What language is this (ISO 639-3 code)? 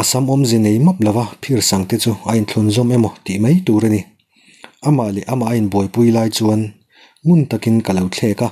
lus